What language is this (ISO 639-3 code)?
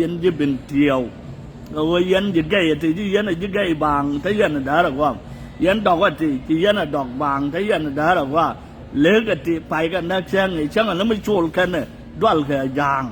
nus